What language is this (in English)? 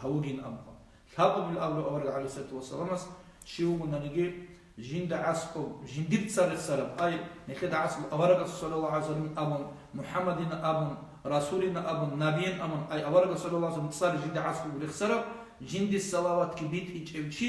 Avaric